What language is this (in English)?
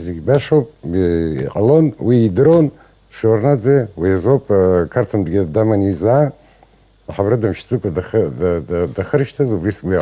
Abkhazian